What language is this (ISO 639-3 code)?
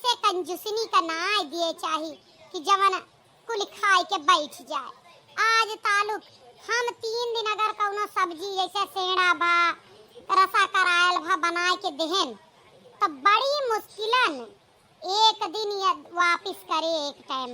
awa